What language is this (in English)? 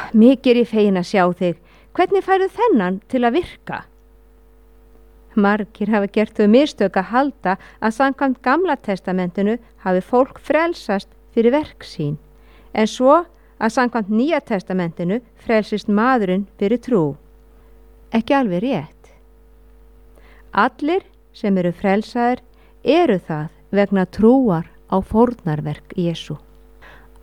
Icelandic